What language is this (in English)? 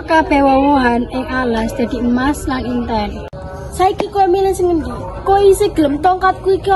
Javanese